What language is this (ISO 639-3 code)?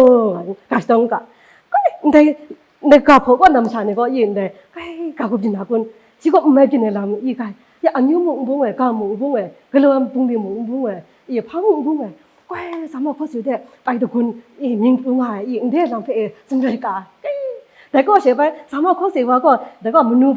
kac